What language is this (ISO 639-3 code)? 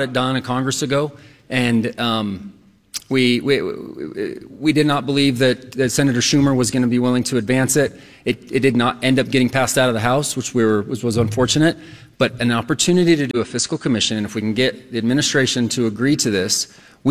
eng